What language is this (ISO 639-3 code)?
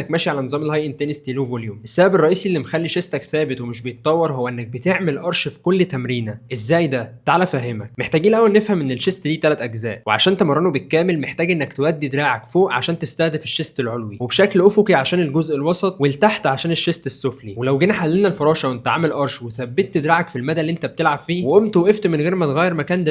arz